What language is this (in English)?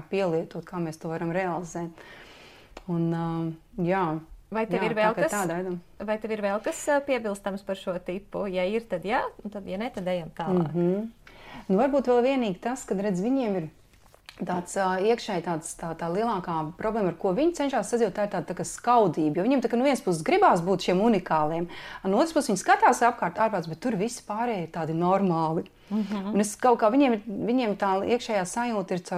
Latvian